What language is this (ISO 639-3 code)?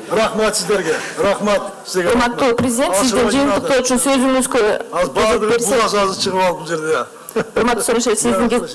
kir